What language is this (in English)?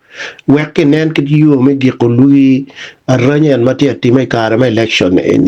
Acoli